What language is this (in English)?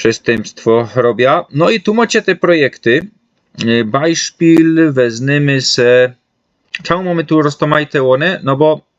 Silesian